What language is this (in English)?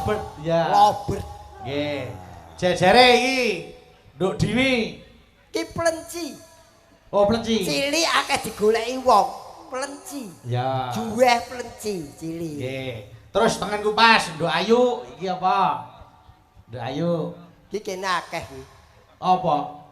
Javanese